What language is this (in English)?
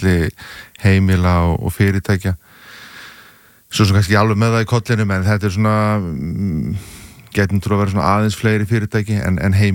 Icelandic